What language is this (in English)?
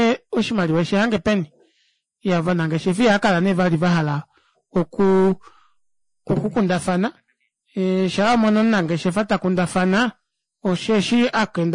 Kuanyama